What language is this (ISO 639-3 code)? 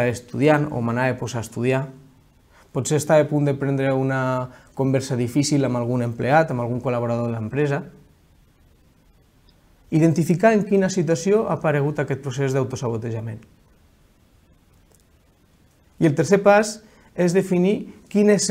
cat